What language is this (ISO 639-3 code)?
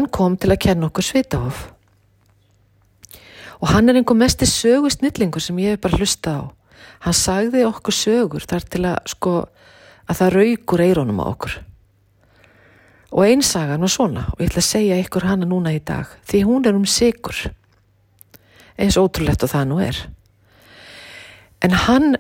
isl